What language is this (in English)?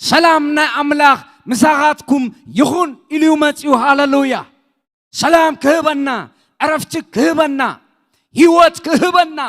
Tigrinya